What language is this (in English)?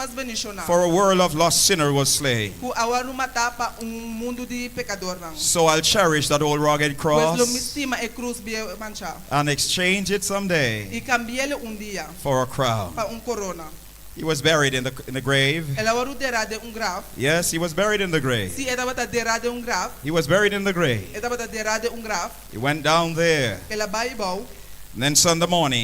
Papiamento